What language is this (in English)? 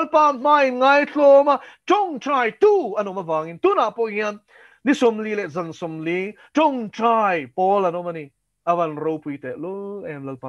Mizo